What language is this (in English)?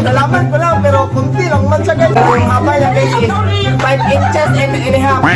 Cebuano